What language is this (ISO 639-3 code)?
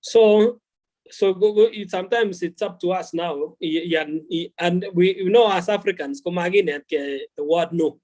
kln